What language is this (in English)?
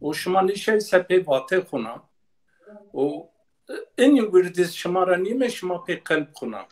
Zaza